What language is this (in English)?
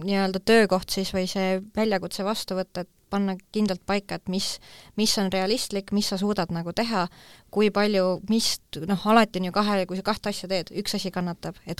Estonian